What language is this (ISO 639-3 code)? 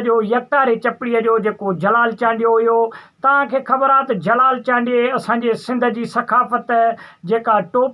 snd